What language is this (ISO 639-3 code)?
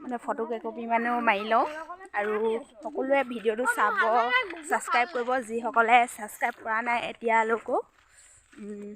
asm